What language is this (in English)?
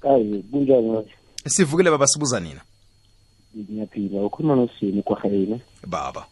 South Ndebele